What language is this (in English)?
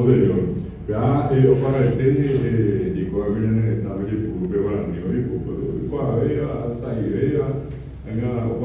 Guarani